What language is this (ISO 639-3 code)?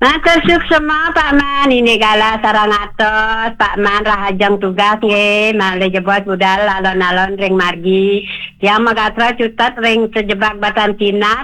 ban